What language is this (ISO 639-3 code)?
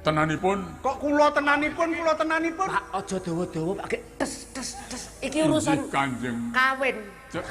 jav